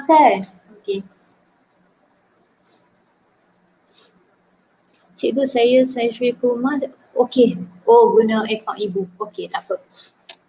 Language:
Malay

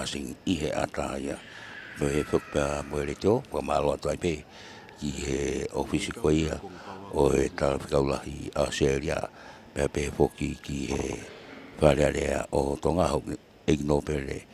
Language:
Tongan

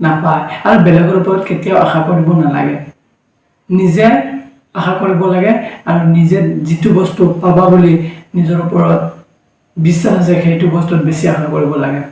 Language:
Assamese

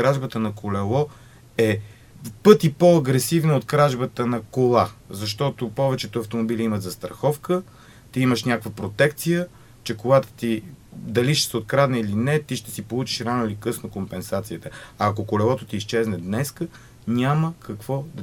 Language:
Bulgarian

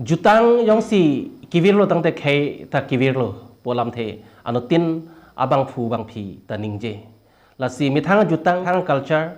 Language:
Karbi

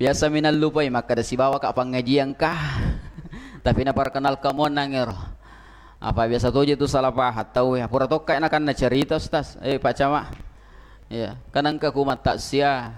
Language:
Buginese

